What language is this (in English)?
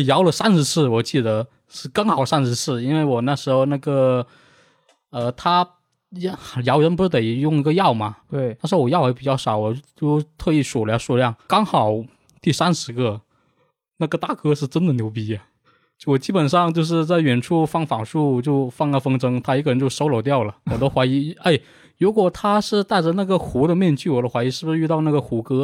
Chinese